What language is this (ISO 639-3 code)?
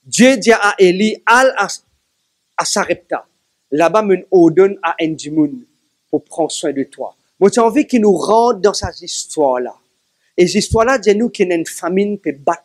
mfe